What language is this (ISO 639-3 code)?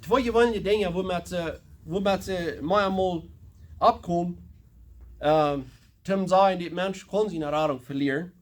pdt